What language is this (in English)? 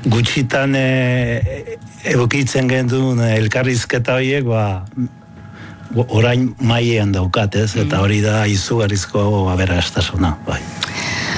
Basque